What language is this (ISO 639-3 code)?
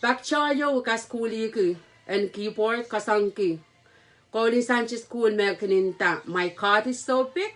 pon